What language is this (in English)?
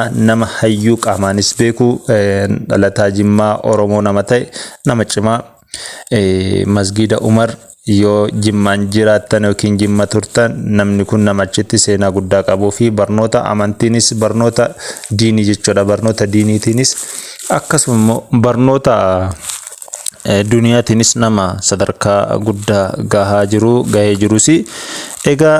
Oromo